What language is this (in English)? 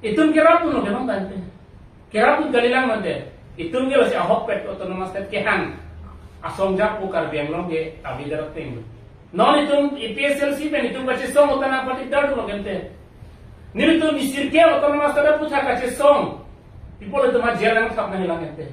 Karbi